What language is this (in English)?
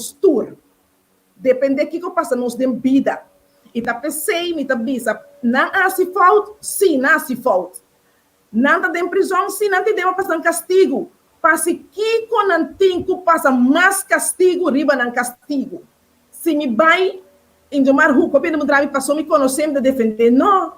Papiamento